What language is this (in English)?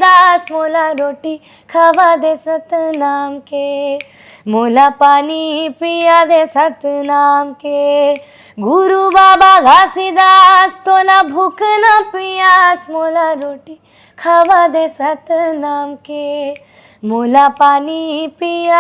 Chhattisgarhi